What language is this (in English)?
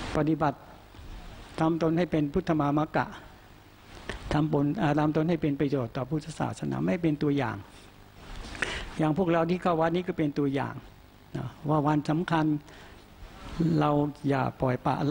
Thai